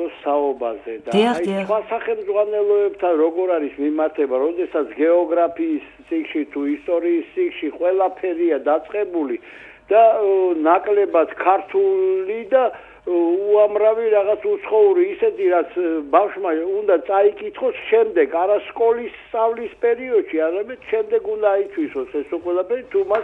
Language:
Georgian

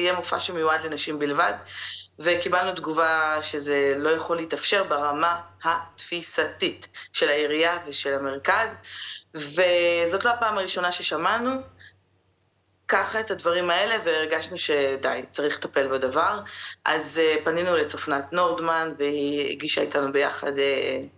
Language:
Hebrew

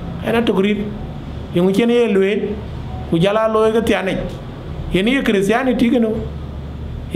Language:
Dinka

